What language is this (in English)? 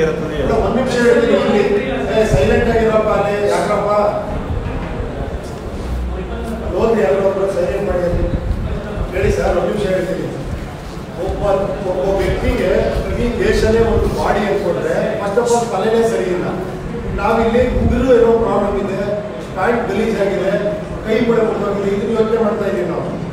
Kannada